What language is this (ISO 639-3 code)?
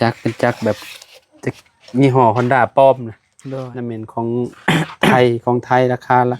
lao